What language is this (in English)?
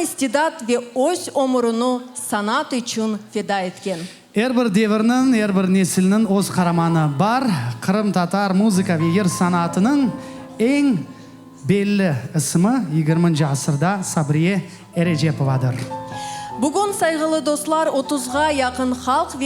Crimean Tatar